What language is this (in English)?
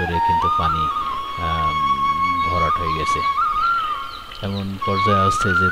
Bangla